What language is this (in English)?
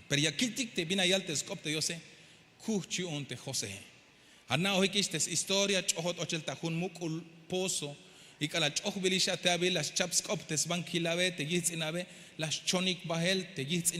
Tzeltal